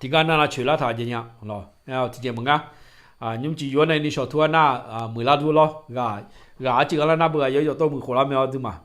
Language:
Akha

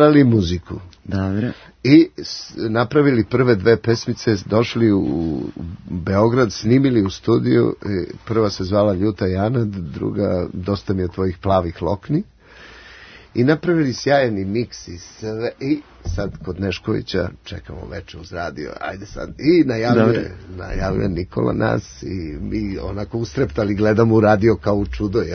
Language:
Serbian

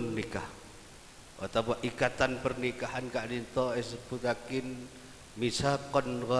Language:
Madurese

